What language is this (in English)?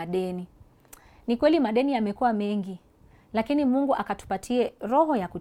Swahili